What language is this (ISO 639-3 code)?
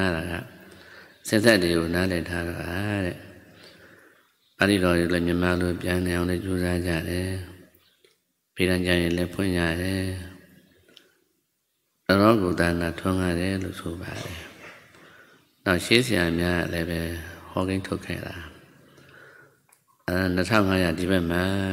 mya